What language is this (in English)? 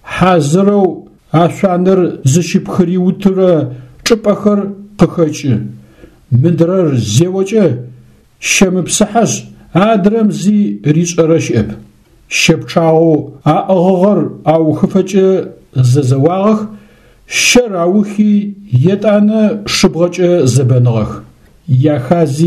Adyghe